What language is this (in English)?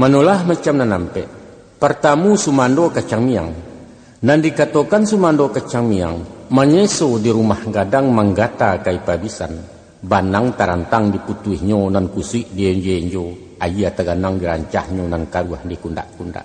Minangkabau